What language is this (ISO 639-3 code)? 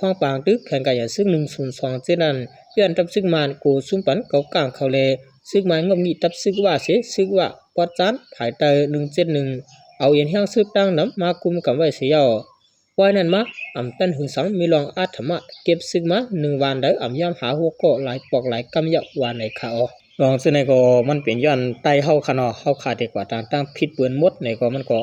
shn